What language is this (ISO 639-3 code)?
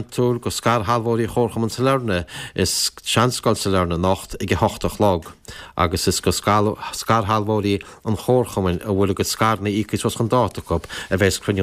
gle